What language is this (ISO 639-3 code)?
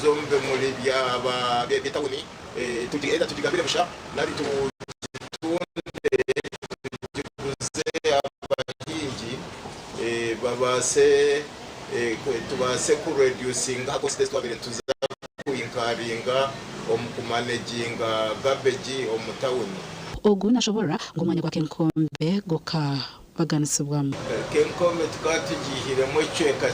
nyn